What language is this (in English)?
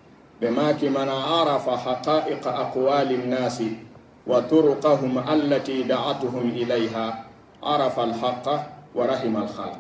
Pular